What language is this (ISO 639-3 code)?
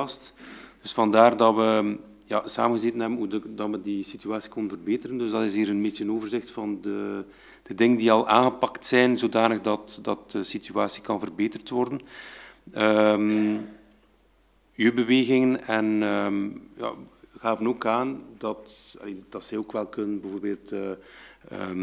nld